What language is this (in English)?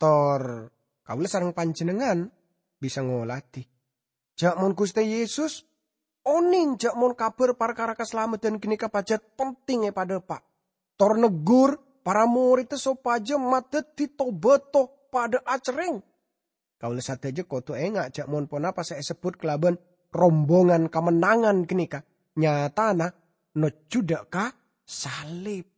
Madurese